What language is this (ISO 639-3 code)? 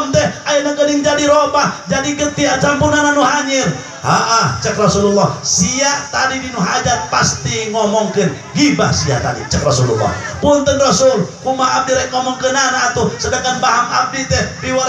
sun